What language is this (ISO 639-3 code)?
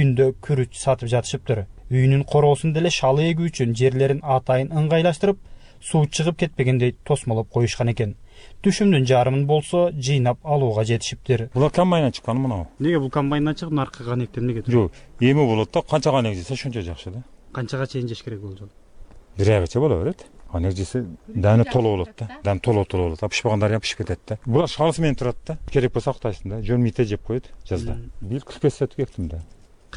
kir